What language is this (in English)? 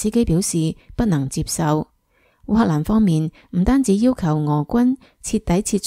Cantonese